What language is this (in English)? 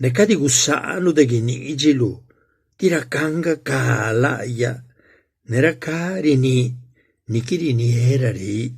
Zapotec